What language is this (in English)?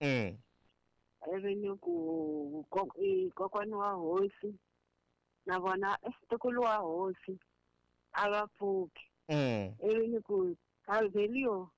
Tsonga